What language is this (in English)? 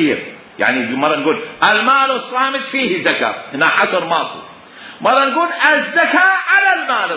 Mesopotamian Arabic